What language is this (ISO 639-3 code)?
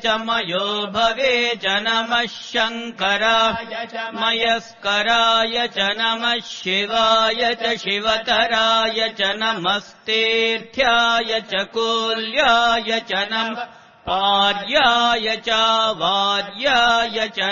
san